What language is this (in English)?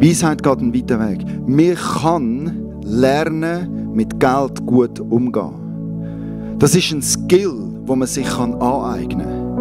Swiss German